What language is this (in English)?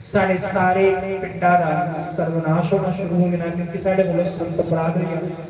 Dogri